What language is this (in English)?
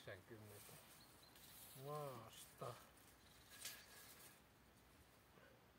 Finnish